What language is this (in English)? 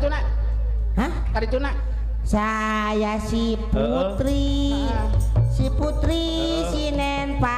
Sundanese